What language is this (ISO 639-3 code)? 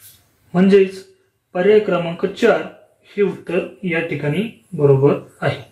mar